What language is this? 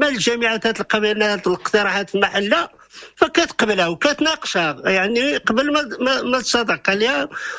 Moroccan Arabic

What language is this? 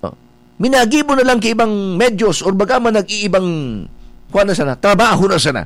Bikol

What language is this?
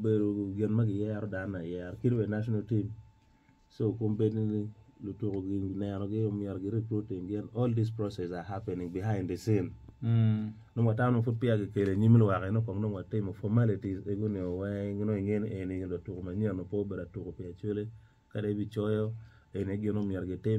Acoli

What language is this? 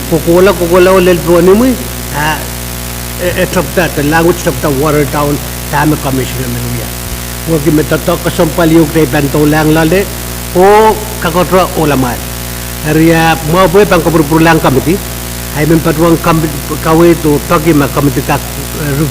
Pohnpeian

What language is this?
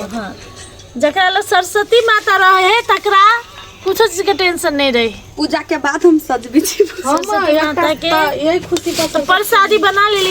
Maithili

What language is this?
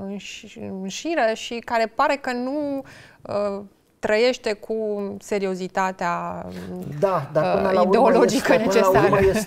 Romanian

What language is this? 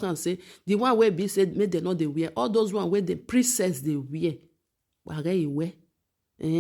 Nigerian Pidgin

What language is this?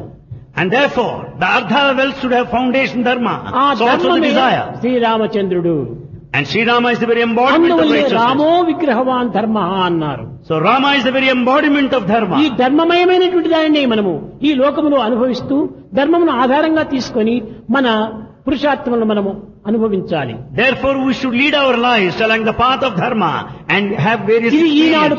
Telugu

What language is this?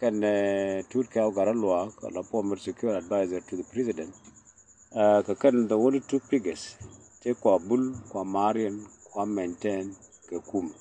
Nuer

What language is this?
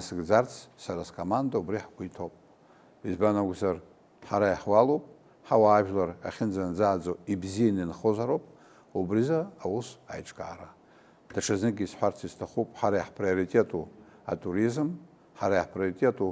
Abkhazian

